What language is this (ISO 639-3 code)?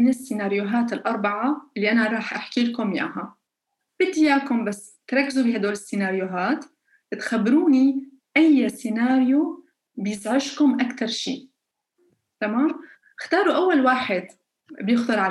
apc